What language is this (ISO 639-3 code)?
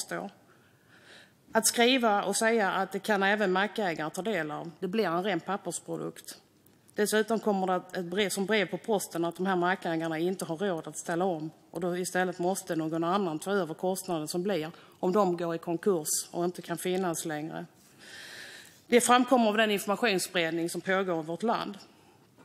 swe